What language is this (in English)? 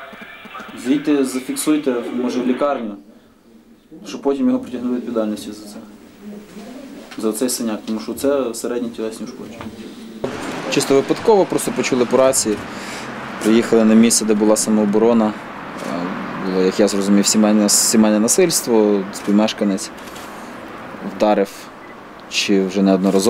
Ukrainian